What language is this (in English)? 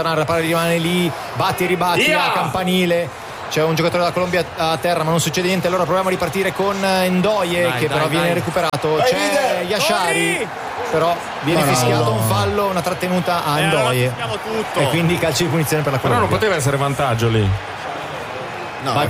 Italian